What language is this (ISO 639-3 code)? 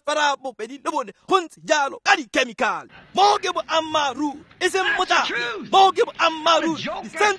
tsn